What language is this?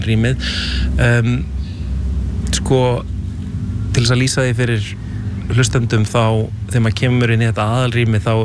Icelandic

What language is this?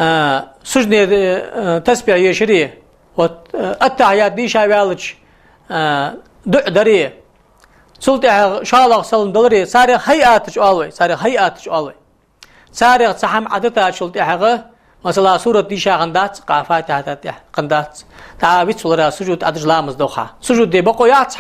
Ingush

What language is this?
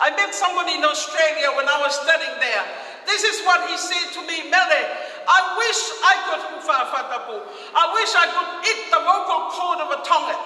Tongan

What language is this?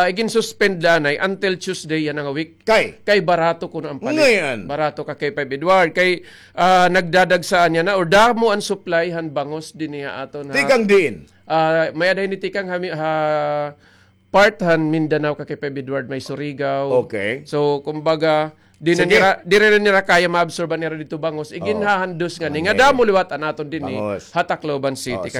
Waray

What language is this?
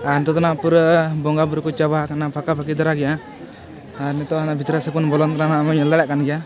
Santali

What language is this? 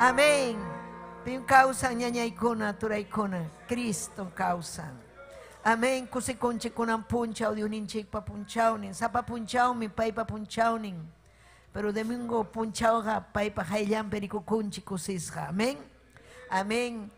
Ayacucho Quechua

